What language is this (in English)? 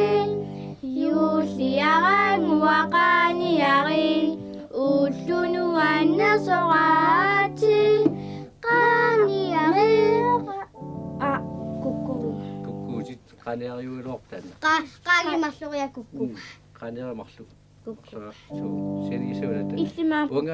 Kalaallisut